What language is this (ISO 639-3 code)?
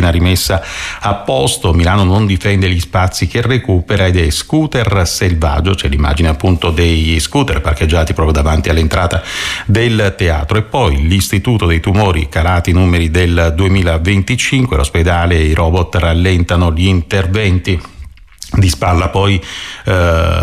ita